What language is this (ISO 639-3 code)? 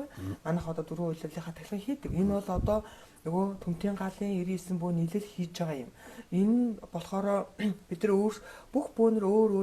mon